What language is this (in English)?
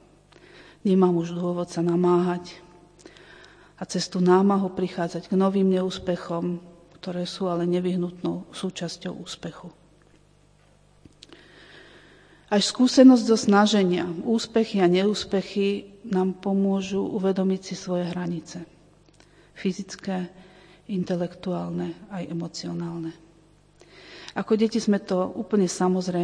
Slovak